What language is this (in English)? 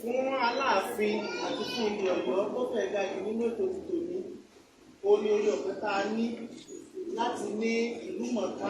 Yoruba